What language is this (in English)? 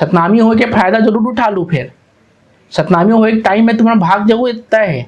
Chhattisgarhi